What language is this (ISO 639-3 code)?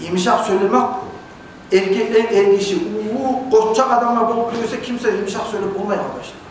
kum